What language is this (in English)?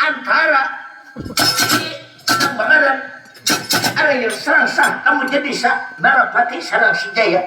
Banjar